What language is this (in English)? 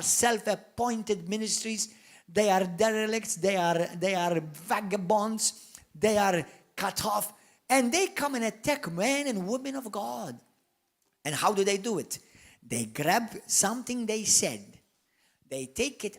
English